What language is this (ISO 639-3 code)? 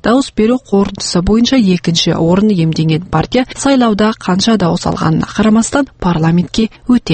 kaz